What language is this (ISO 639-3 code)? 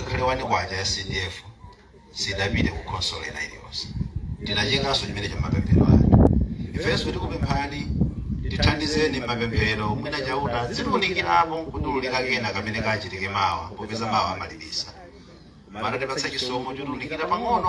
nya